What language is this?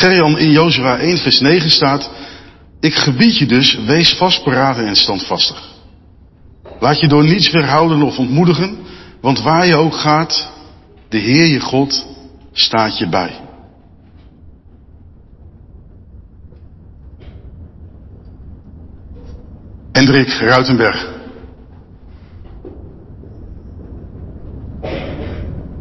Dutch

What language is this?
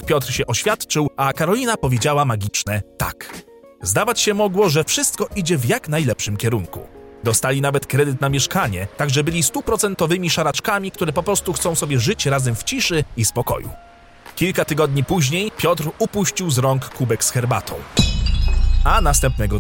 Polish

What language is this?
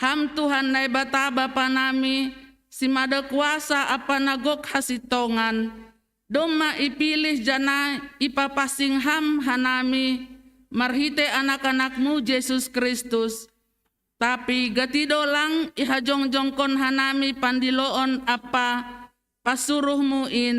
Batak Simalungun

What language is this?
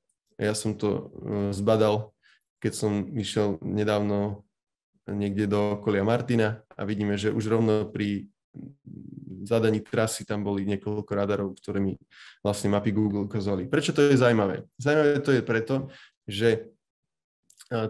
Slovak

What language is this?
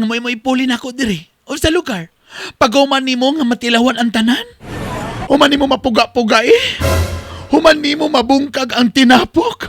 Cebuano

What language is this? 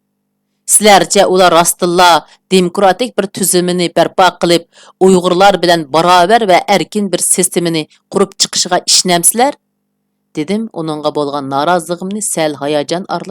Uyghur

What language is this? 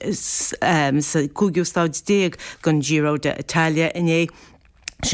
Irish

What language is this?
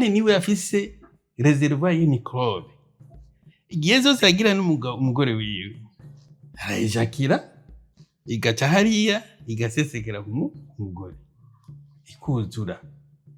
Rundi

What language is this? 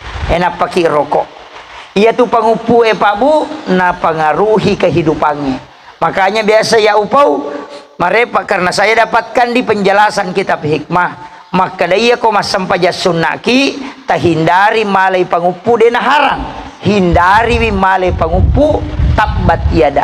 Buginese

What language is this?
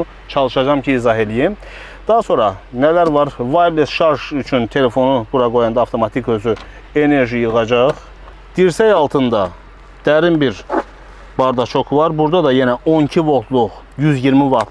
Azerbaijani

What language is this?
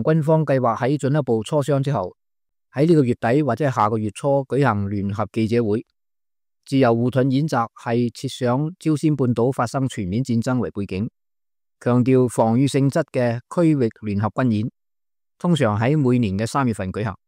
Cantonese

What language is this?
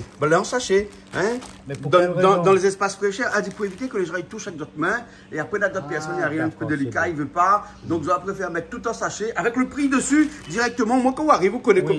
Réunion Creole French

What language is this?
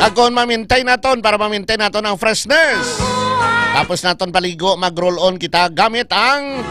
Hiligaynon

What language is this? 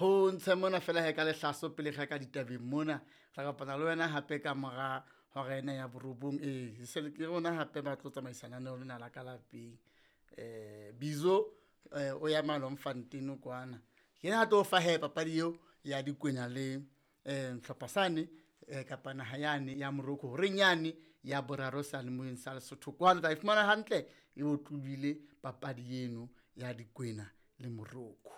Southern Sotho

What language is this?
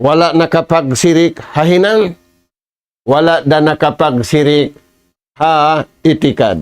Tausug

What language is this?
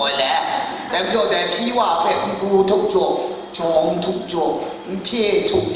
Kachin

